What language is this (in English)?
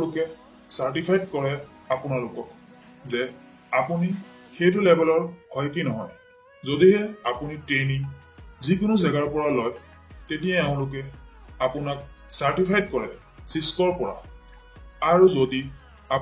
Assamese